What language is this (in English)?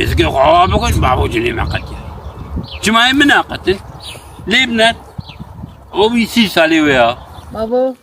Kurdish